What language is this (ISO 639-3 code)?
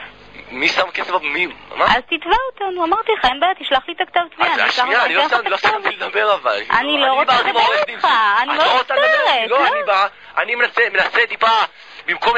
heb